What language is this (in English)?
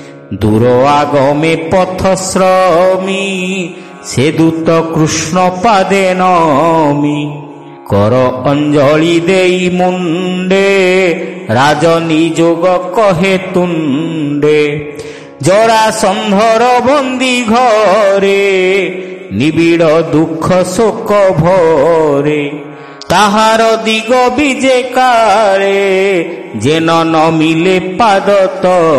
Odia